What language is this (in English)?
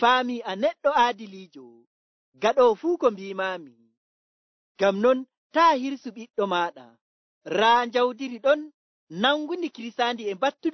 Nigerian Fulfulde